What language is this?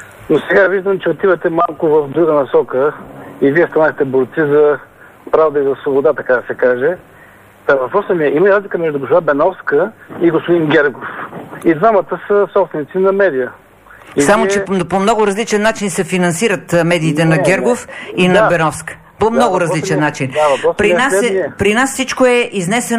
Bulgarian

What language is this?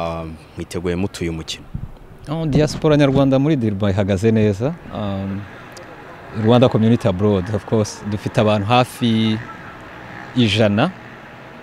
Kinyarwanda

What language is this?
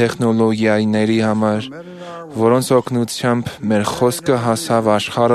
Armenian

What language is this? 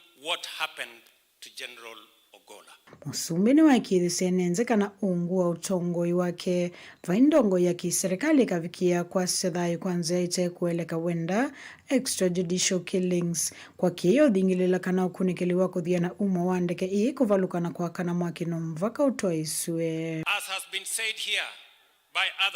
Kamba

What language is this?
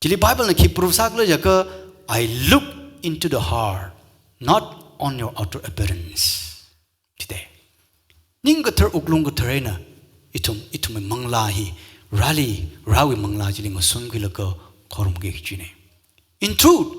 Tangkhul Naga (India)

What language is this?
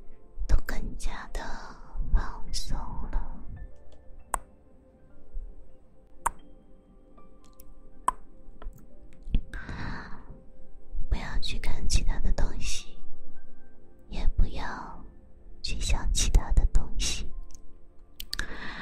Chinese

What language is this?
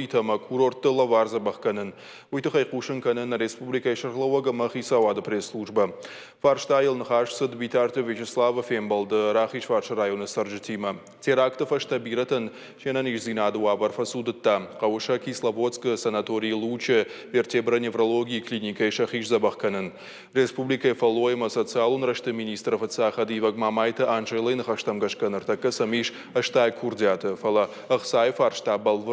Ossetic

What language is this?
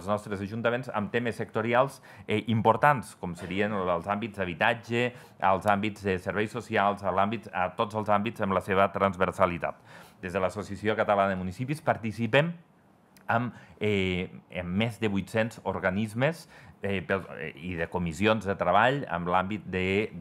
Catalan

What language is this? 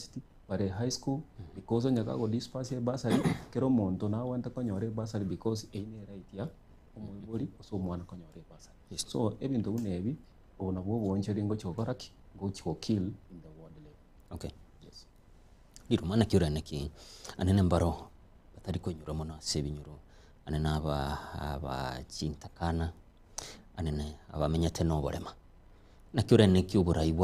Gusii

